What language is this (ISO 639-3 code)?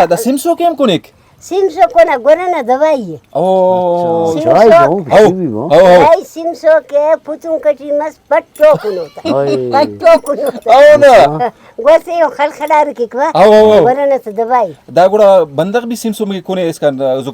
brh